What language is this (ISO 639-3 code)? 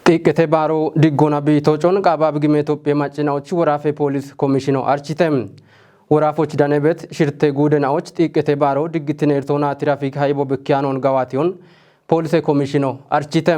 kbr